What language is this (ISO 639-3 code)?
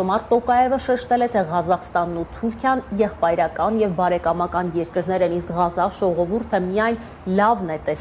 hye